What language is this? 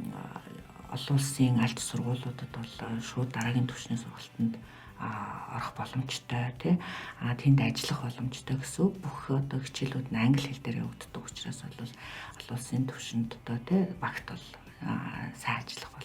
Mongolian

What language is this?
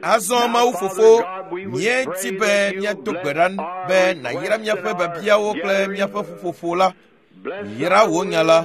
Ewe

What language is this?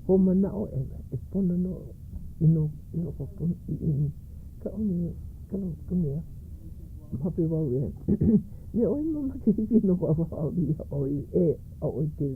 Hawaiian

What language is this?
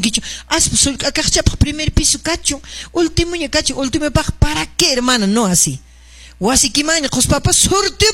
Quechua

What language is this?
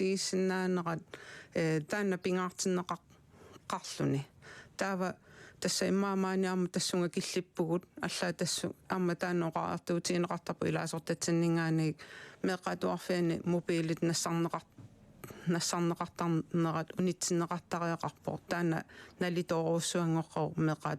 Kalaallisut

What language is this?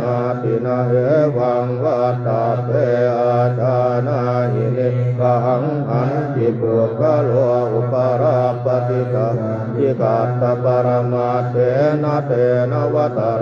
Pali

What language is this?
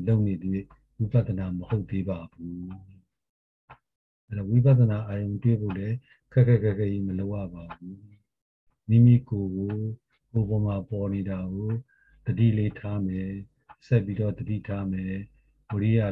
Burmese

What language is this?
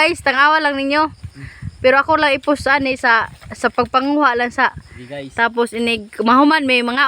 Cebuano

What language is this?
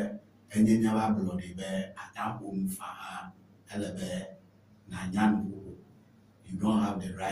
Ewe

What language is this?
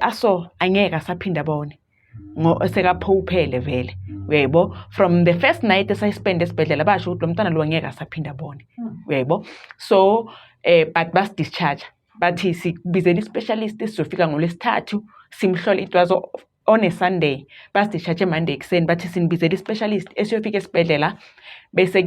Zulu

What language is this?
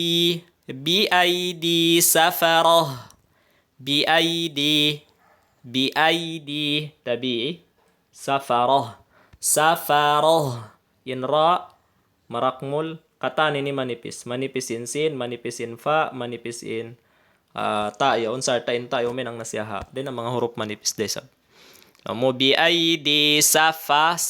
Tausug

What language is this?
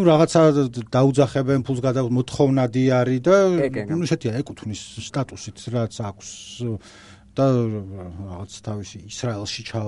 Georgian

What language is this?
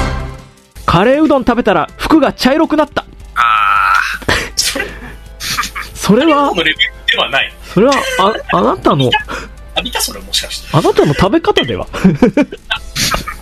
Japanese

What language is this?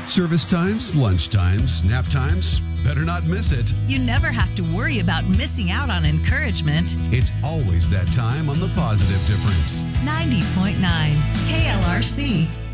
English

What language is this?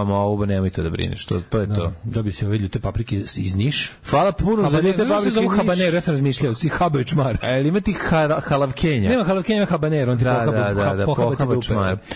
Serbian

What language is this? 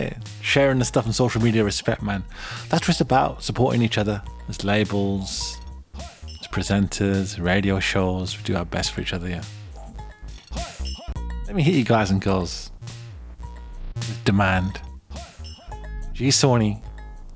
English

